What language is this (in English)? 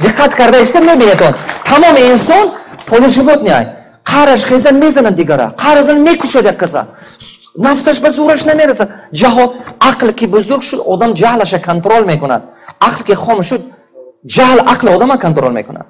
Tajik